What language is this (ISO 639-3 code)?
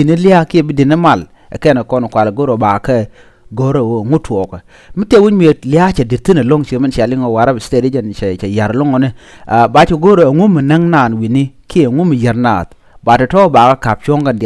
nus